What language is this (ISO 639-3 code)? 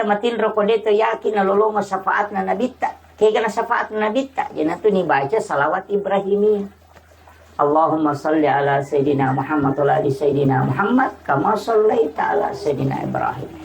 bug